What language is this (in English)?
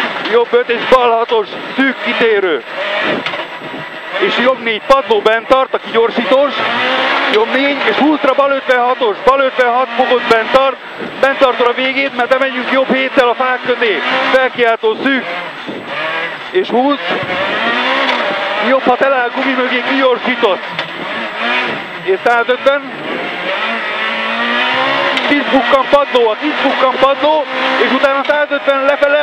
Hungarian